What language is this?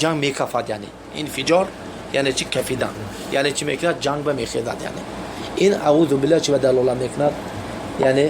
Tajik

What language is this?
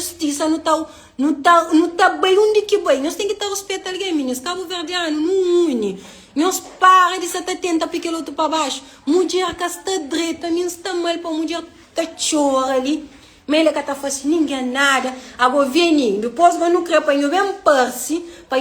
Kabuverdianu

